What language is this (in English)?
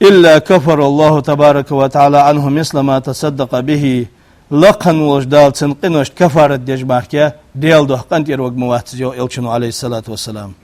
Ingush